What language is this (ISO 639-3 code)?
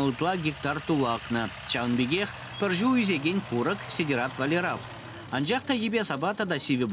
chv